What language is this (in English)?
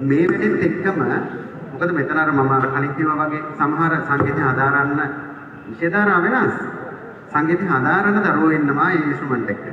Sinhala